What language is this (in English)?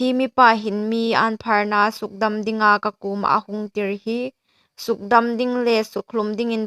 Hmar